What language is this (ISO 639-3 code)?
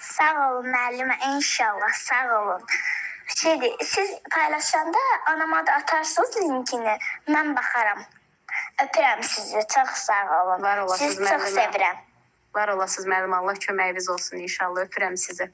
aze